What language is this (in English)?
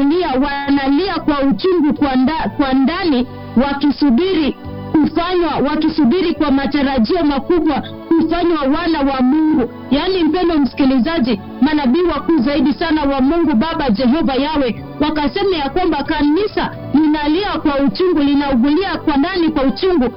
Swahili